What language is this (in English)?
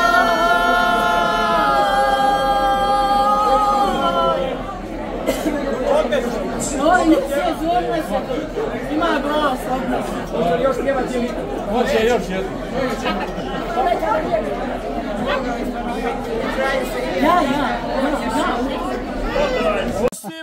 Croatian